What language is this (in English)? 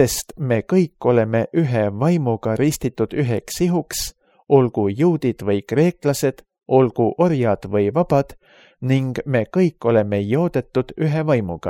Estonian